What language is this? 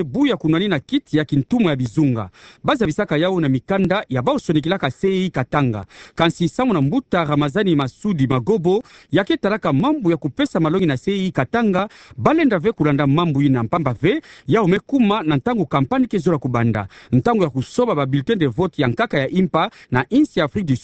Kituba (Democratic Republic of Congo)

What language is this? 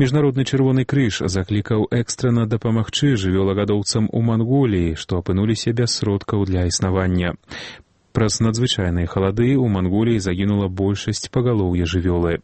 Belarusian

